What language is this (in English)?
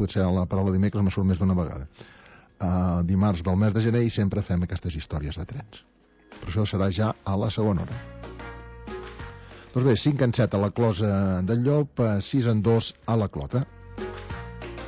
Catalan